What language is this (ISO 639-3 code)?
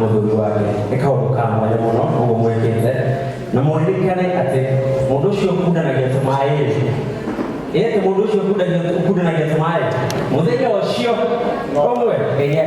kik